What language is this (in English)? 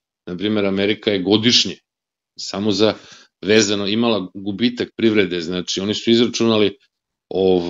Serbian